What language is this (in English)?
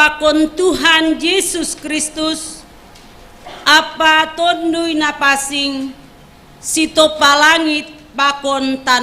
Batak Simalungun